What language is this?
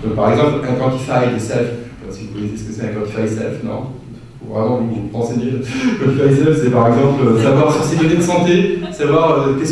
French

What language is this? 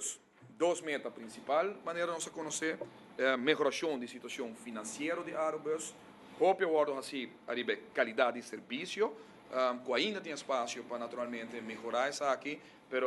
Papiamento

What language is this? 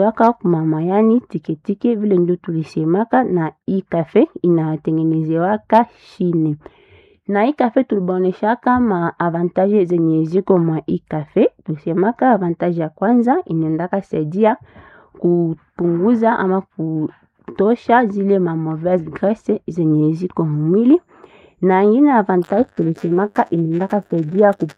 Swahili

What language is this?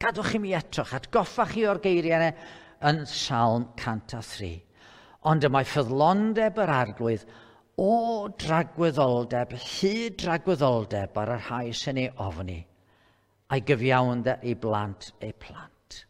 Welsh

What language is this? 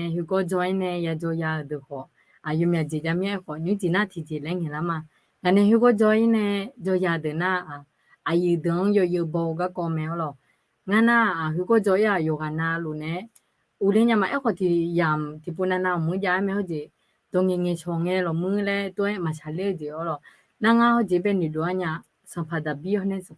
Akha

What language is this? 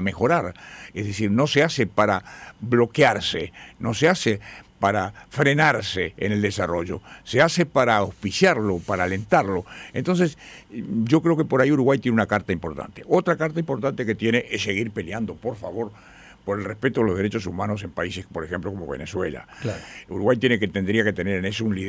Spanish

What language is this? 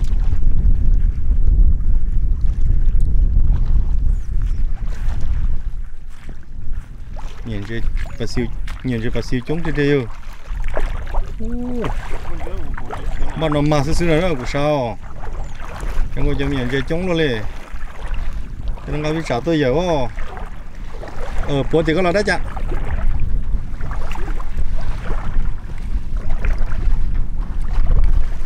Vietnamese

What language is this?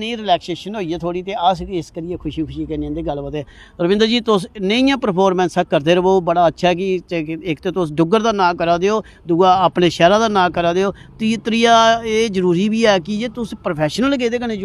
Dogri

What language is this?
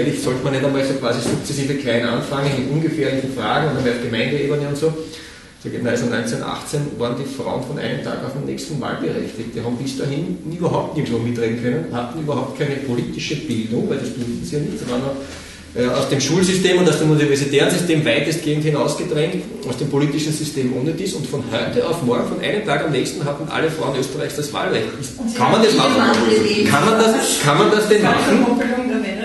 German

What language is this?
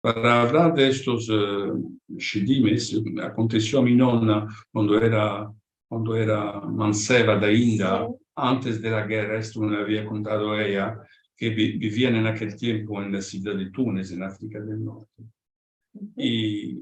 Ladino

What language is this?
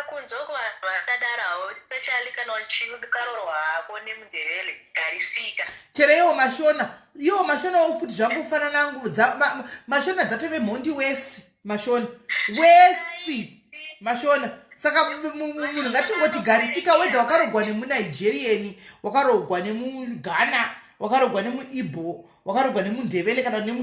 Shona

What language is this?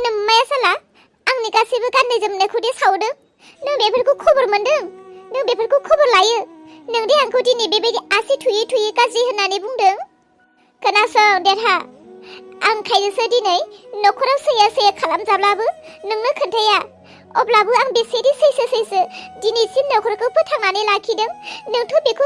Bodo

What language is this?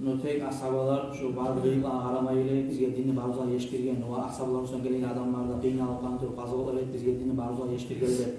Kumyk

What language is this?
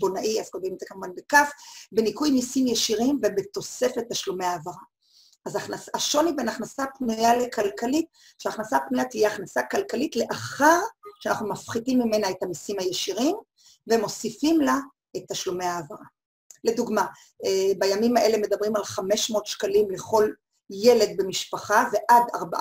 Hebrew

